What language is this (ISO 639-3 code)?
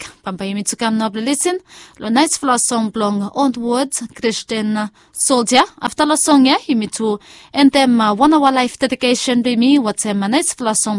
bis